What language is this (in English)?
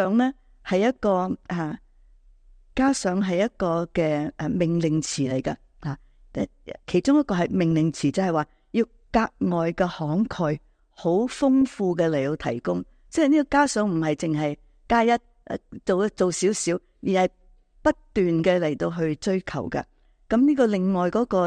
Cantonese